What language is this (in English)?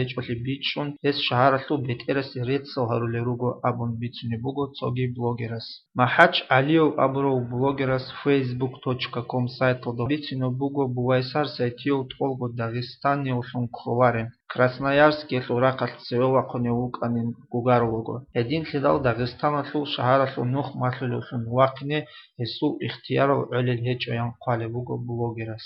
Avaric